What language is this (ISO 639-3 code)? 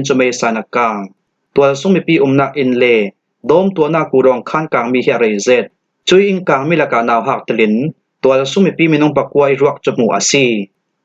cfm